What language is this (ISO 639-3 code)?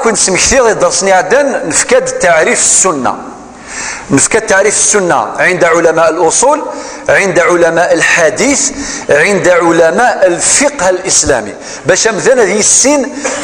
kab